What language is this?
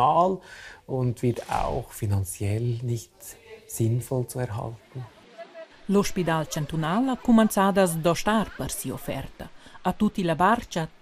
Romansh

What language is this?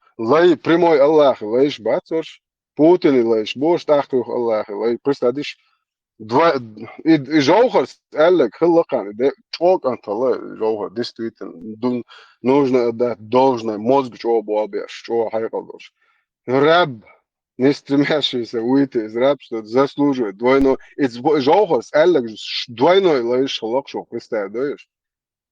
Chechen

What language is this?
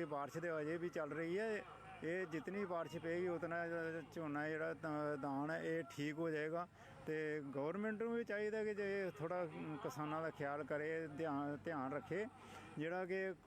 Dogri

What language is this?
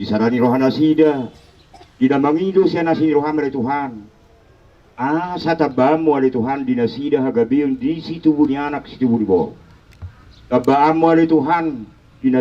Batak Toba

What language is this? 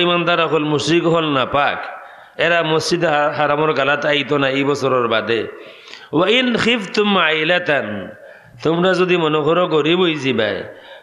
Sylheti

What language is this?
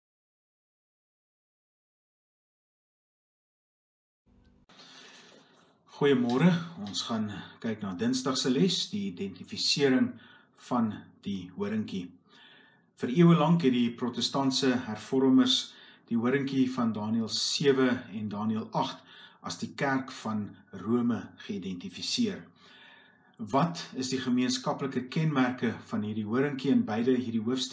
Afrikaans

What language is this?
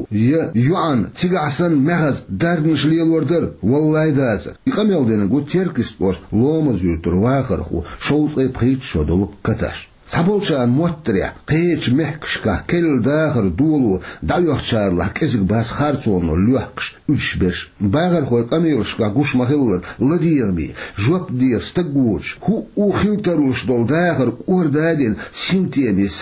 Chechen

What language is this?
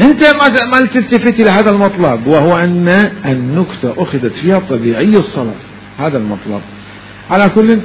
Mesopotamian Arabic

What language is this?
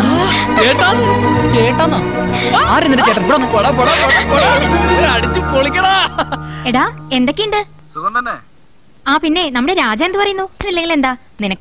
Malayalam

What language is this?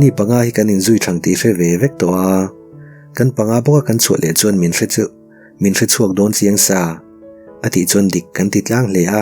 Mizo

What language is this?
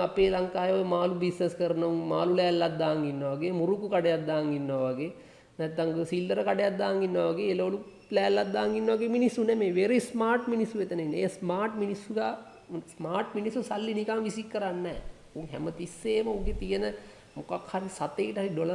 Sinhala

